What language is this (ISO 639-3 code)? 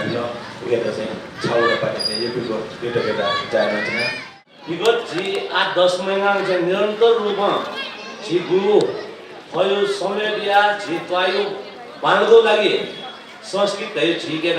new